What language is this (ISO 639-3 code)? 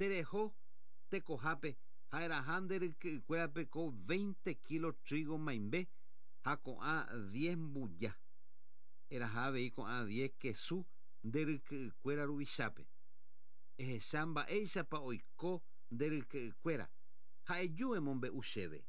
grn